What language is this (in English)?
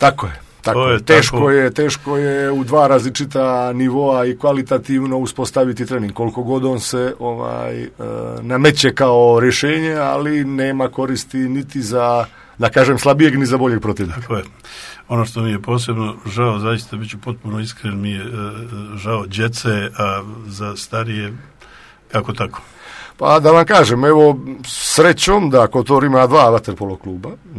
Croatian